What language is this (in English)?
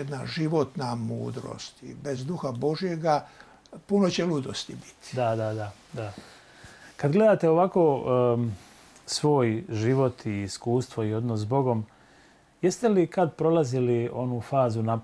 Croatian